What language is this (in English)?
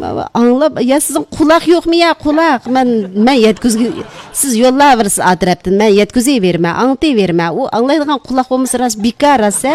Uyghur